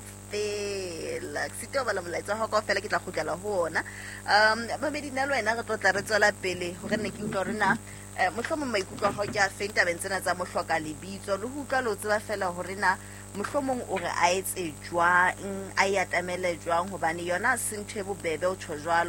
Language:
Southern Sotho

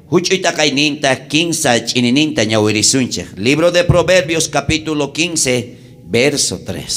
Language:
South Bolivian Quechua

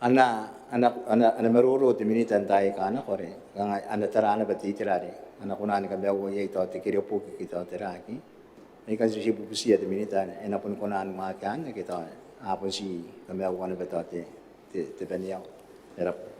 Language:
Gilbertese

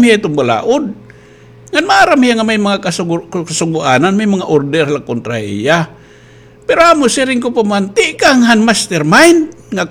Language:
Waray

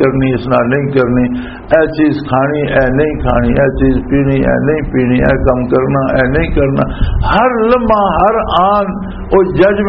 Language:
Western Panjabi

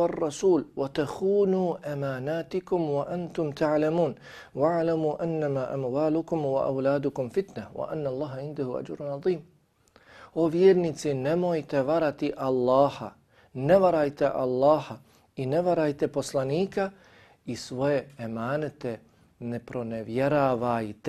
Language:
Bosnian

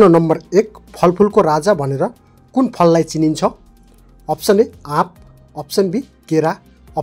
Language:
Nepali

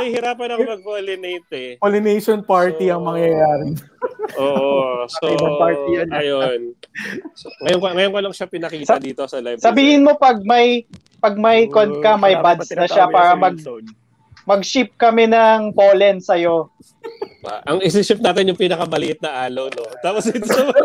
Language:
Filipino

